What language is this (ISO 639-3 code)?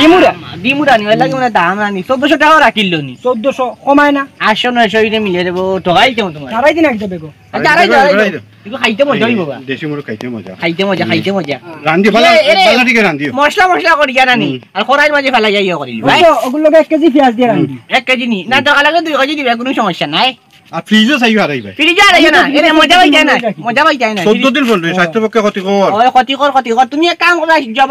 syl